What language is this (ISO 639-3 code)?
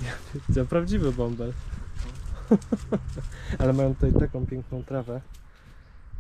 pol